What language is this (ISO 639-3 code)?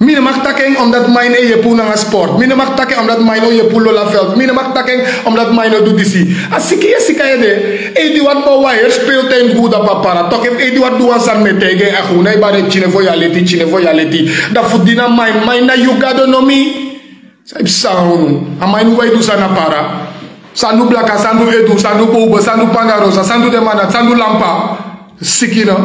srn